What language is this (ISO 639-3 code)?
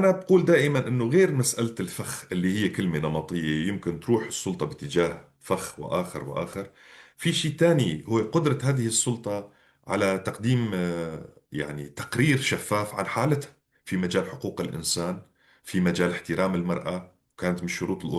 apc